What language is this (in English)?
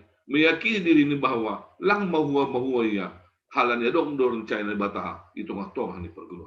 Batak Simalungun